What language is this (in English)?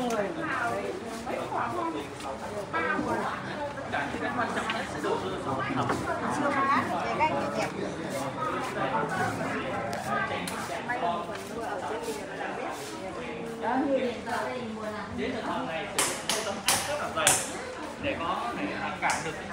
Vietnamese